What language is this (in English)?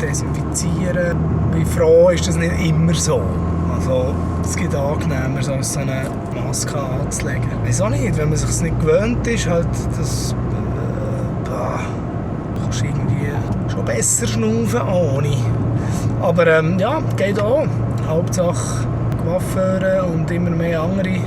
Swiss German